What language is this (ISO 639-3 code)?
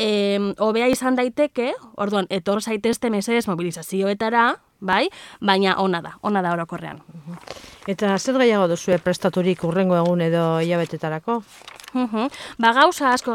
eus